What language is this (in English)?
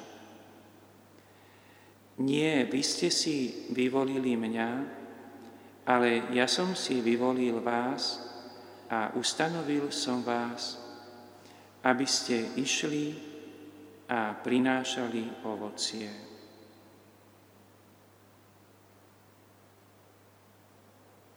Slovak